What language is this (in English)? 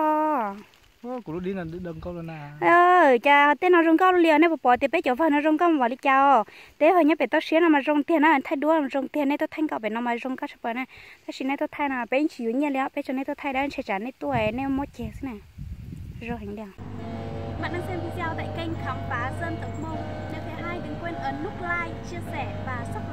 Hmong